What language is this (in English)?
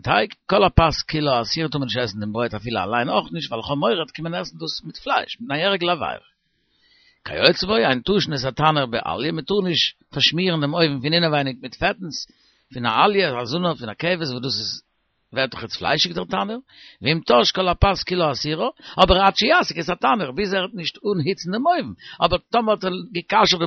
Yiddish